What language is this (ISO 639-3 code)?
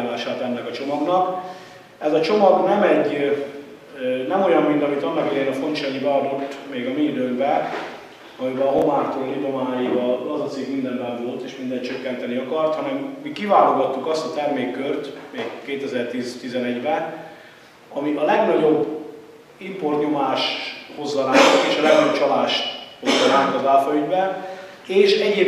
hun